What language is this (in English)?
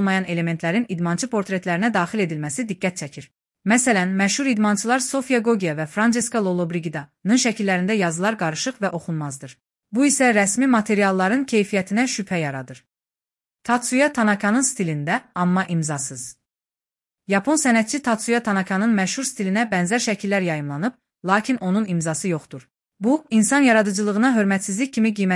Azerbaijani